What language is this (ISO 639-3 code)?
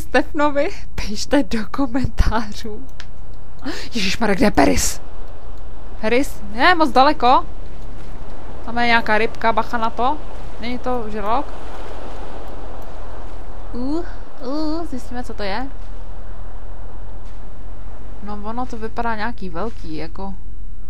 ces